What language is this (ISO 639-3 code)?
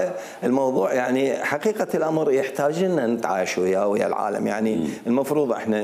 acm